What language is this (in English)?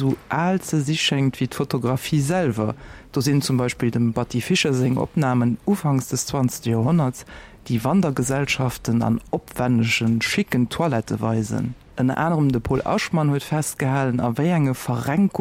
Luxembourgish